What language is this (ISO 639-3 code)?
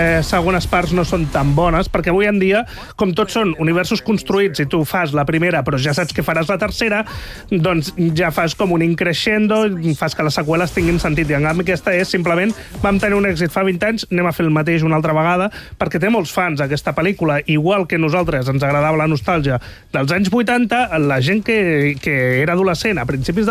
cat